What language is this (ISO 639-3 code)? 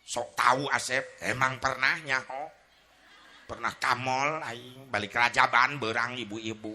sun